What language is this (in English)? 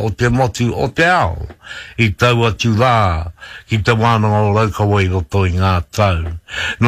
Māori